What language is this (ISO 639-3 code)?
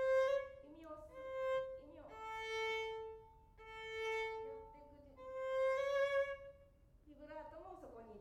jpn